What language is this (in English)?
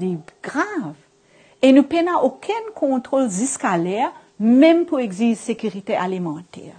Morisyen